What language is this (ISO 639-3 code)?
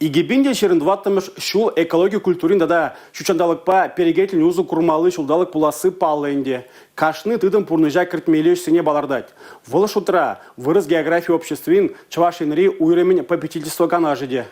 chv